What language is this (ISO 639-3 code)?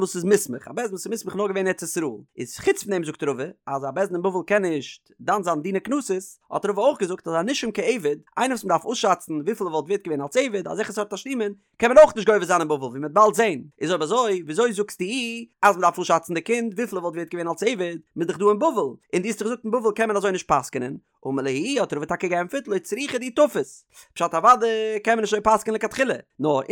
yid